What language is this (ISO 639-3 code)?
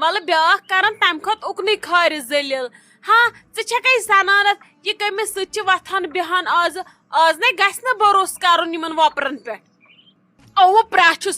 kas